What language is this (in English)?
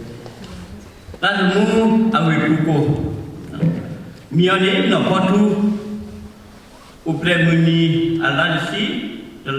S'gaw Karen